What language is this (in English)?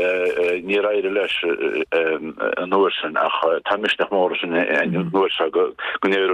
Irish